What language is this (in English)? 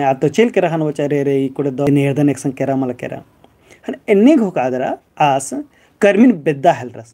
Kurukh